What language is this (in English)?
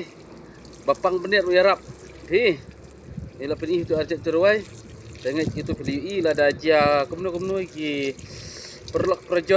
Khasi